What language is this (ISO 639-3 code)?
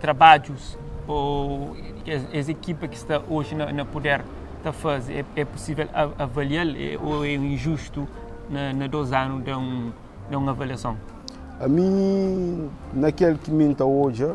kea